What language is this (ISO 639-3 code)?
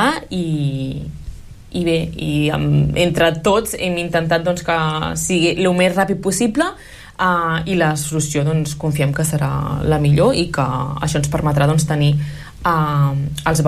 cat